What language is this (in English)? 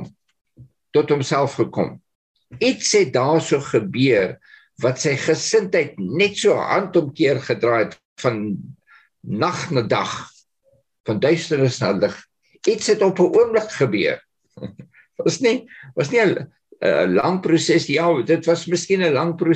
Afrikaans